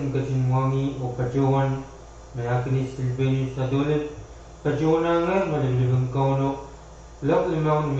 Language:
Pohnpeian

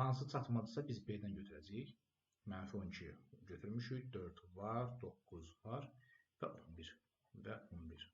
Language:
Azerbaijani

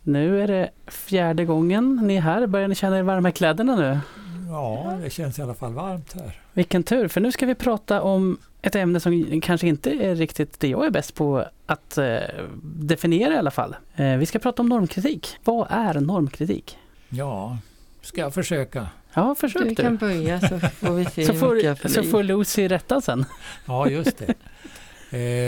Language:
Swedish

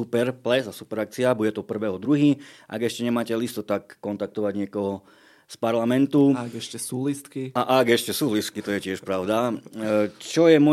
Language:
Slovak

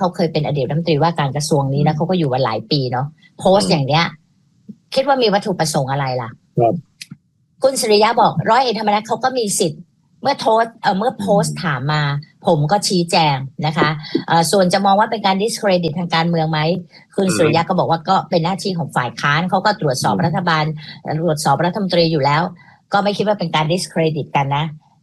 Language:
Thai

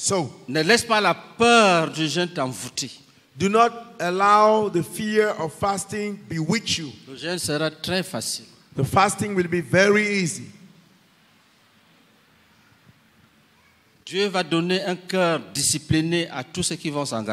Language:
French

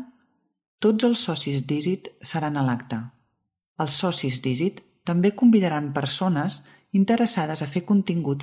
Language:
Catalan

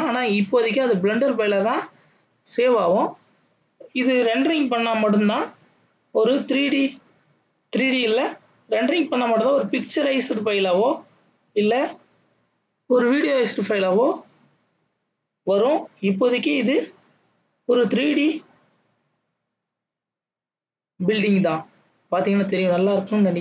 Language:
Tamil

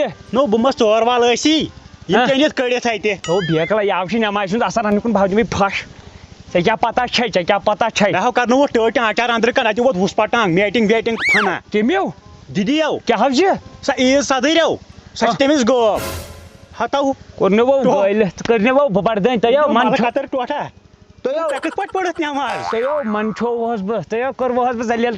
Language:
Kashmiri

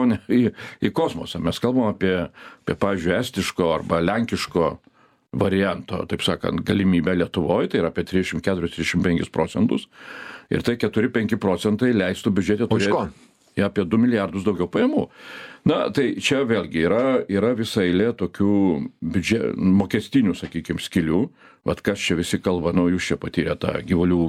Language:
Lithuanian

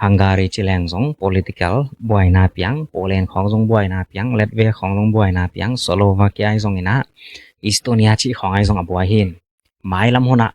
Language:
Tedim Chin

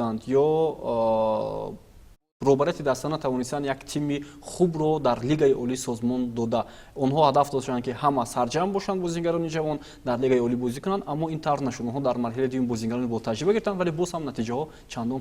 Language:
Tajik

